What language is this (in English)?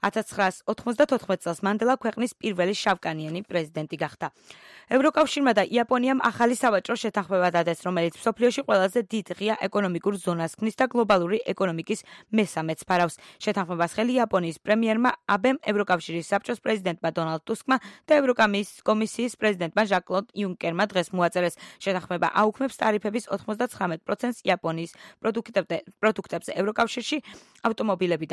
Georgian